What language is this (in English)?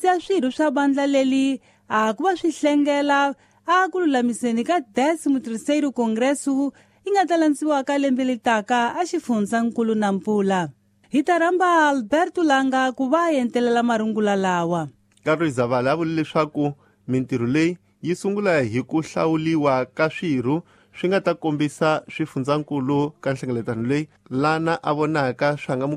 Tsonga